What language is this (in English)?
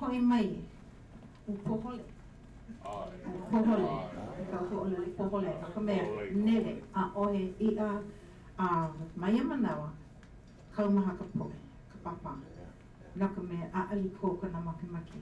Hawaiian